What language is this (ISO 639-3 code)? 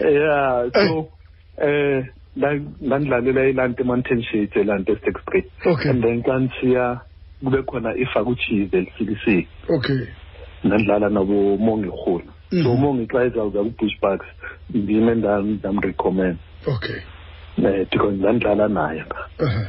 xho